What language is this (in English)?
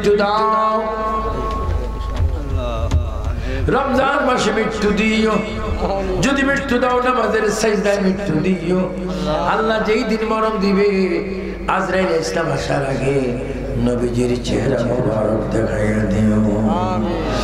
Bangla